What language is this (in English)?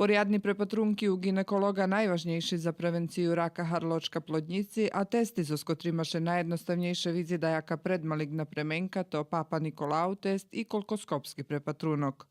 Rusyn